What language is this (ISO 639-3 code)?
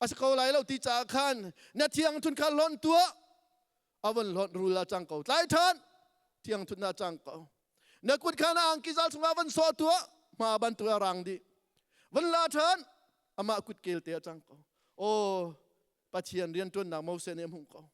cnh